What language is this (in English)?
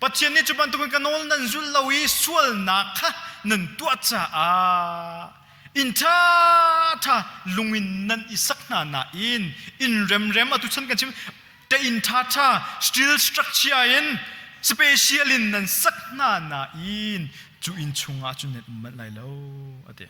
Hakha Chin